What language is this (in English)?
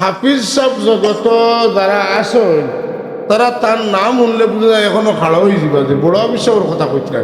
Sylheti